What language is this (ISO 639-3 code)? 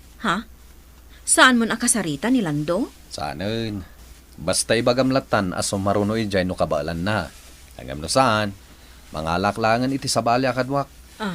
ilo